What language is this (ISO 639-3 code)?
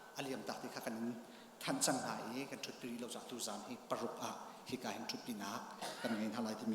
cnh